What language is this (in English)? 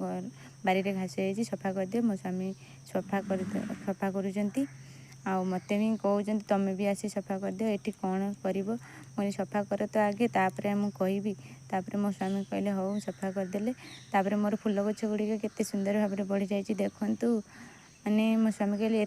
Odia